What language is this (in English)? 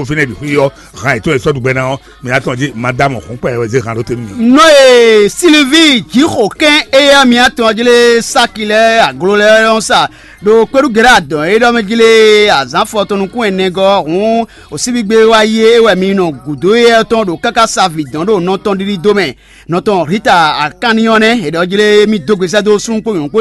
Fon